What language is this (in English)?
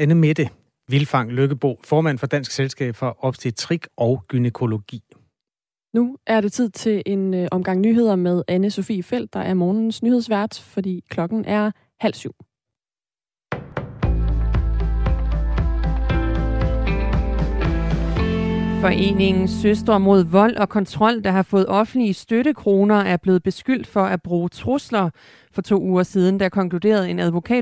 Danish